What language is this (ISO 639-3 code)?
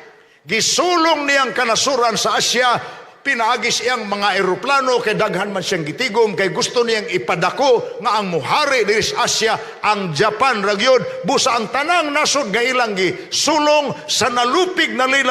ceb